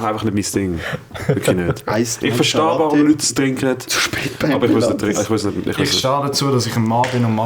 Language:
Swiss German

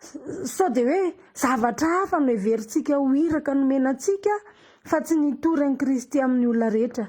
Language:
Malagasy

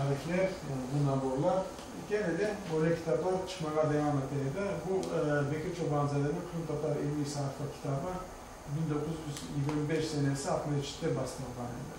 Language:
Crimean Tatar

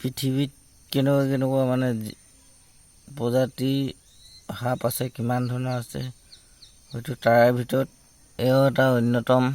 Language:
Assamese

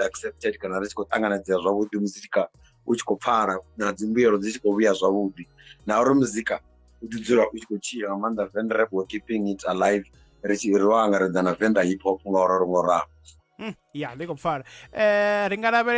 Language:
Venda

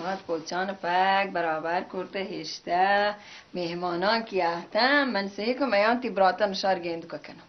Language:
Baluchi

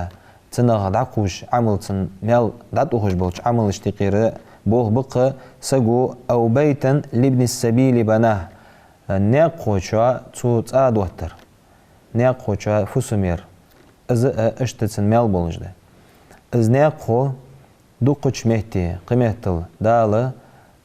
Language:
Ingush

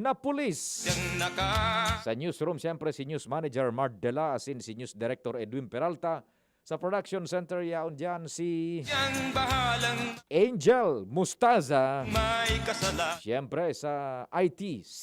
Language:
Bikol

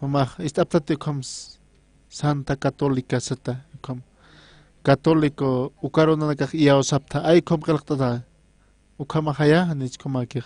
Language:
Aymara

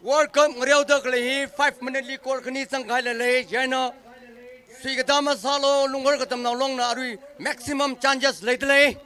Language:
Tangkhul Naga (India)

